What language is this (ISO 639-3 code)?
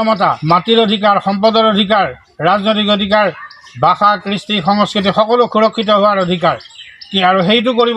asm